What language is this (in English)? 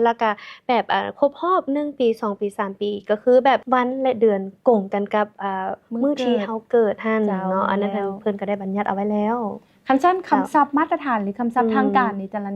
Lao